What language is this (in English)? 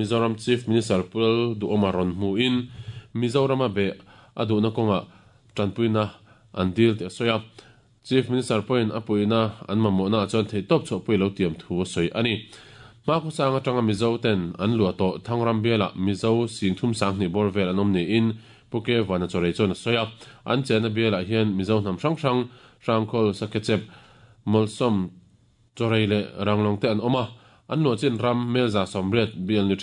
Mizo